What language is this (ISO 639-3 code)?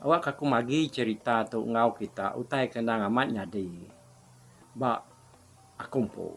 iba